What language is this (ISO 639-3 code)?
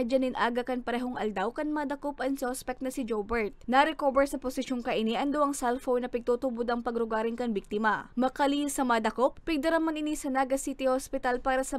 bik